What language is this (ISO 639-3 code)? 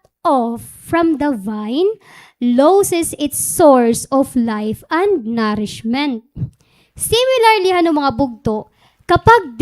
war